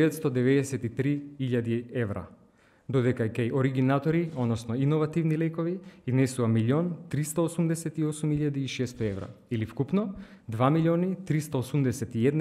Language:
Macedonian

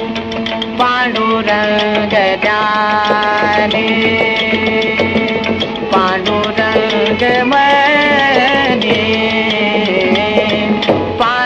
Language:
Marathi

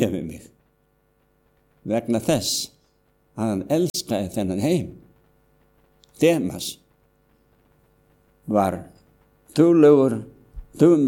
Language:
Icelandic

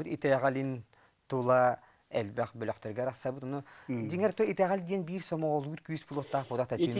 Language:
Yakut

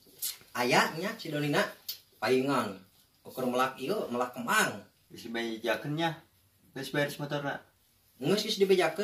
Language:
Sundanese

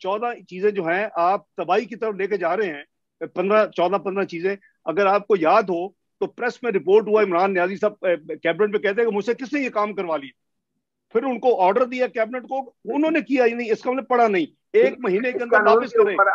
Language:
Urdu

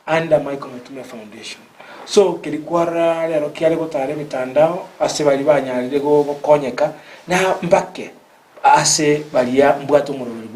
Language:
Gusii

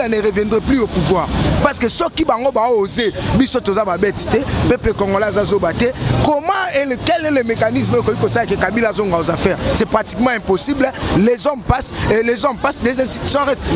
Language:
Lingala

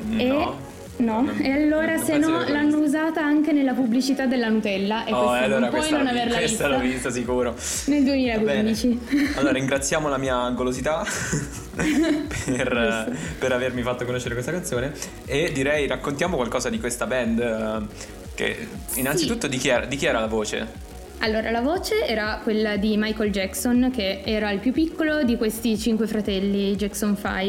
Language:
Italian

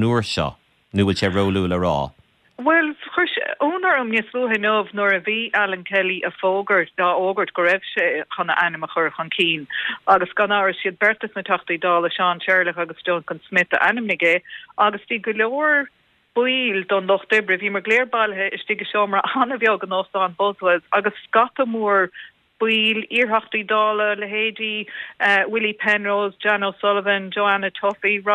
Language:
Irish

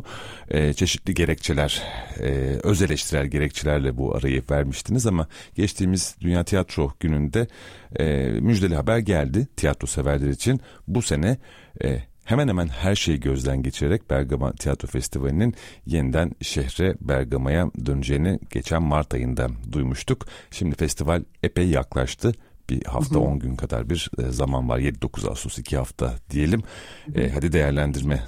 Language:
Turkish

